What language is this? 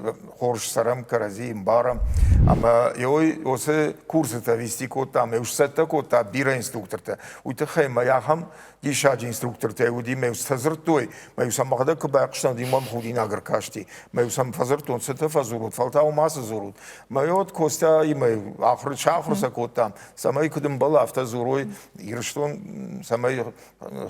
Ossetic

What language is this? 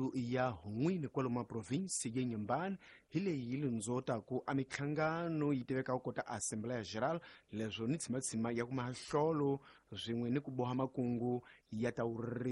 Tsonga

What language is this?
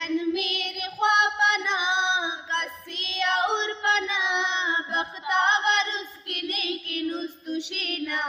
Brahui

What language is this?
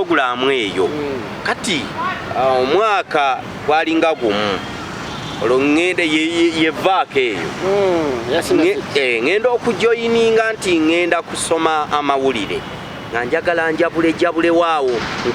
Ganda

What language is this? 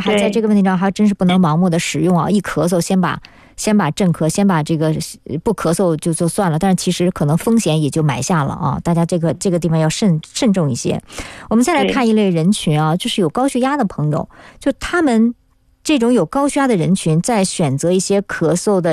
Chinese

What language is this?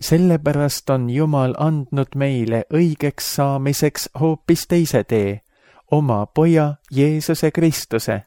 Estonian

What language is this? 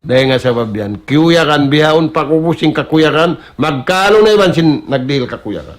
Tausug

